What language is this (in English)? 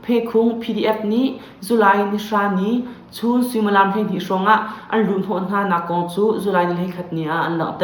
Hakha Chin